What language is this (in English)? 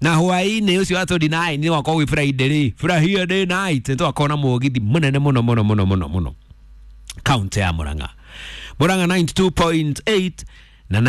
Kikuyu